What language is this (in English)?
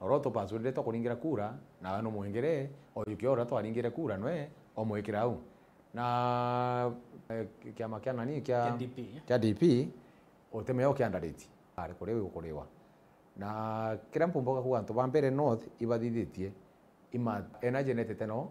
Meru